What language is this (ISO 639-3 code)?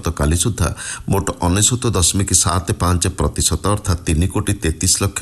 ori